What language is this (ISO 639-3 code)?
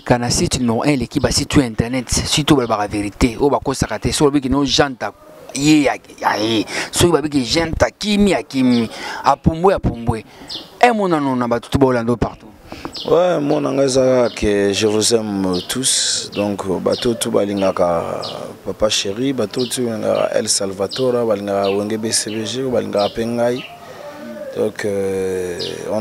lin